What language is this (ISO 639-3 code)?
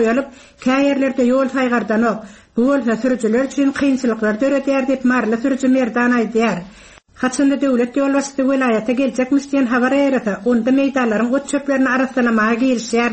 tuk